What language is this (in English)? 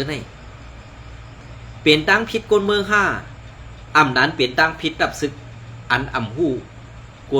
Shan